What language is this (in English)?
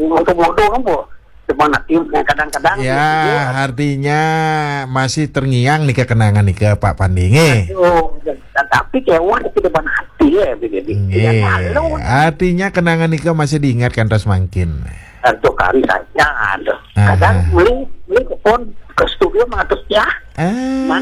Balinese